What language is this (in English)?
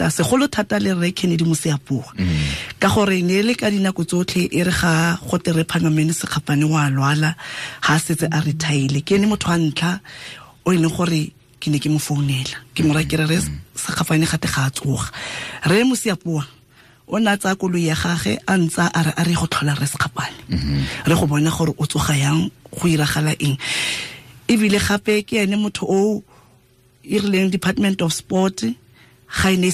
Tswana